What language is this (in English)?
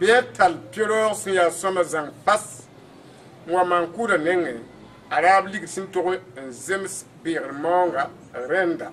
Mossi